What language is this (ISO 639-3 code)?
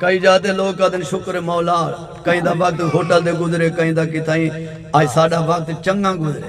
skr